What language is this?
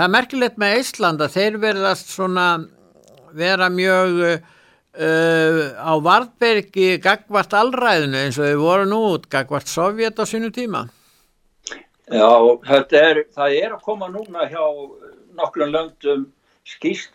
Icelandic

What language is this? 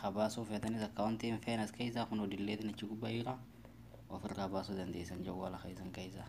Oromo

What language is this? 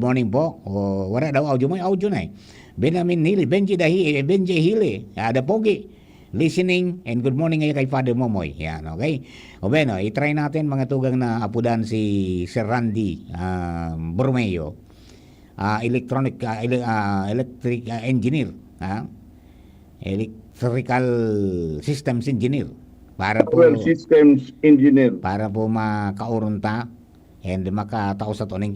Bikol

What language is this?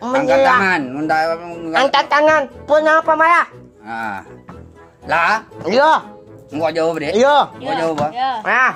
Madurese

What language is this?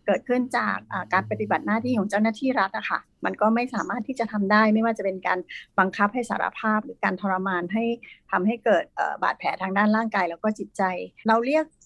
Thai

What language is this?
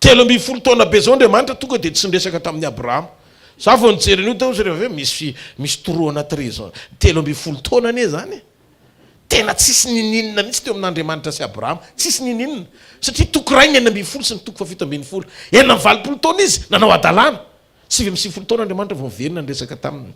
Malagasy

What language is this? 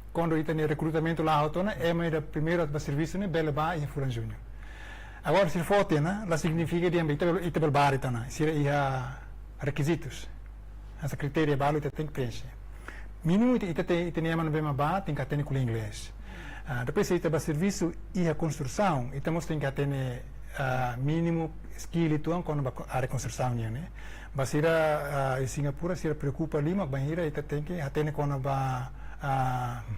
Tetum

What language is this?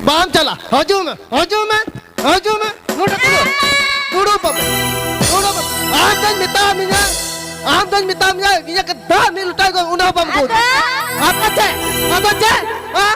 Santali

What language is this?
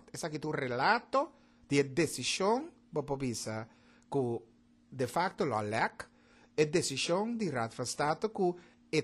Papiamento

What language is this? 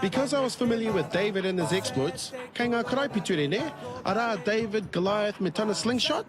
Māori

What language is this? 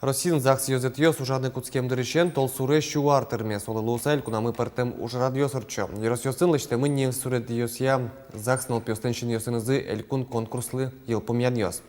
Udmurt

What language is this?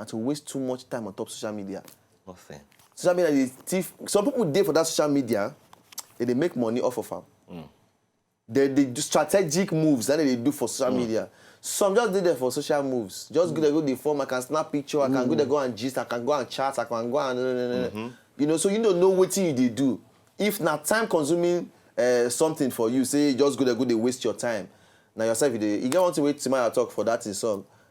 Nigerian Pidgin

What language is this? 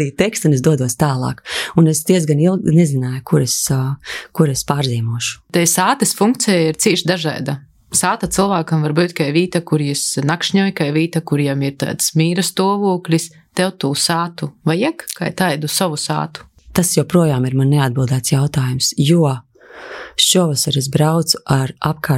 Latvian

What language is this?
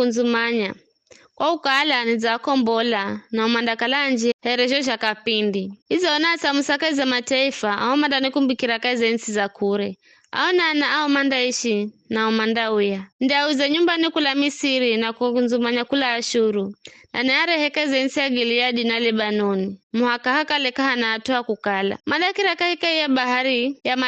Giryama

